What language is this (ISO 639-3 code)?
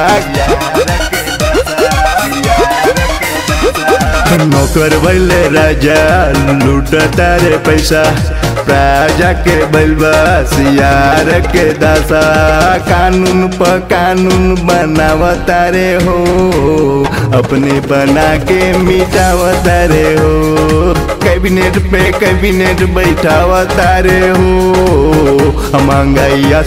bho